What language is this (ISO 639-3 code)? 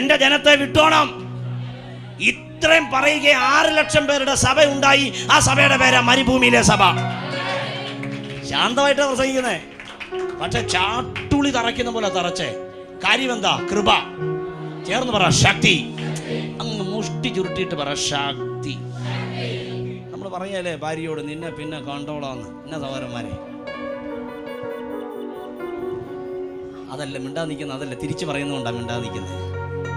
mal